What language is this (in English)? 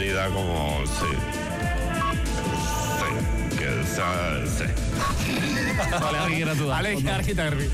Basque